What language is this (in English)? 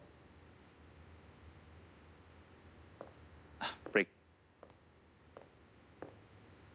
Thai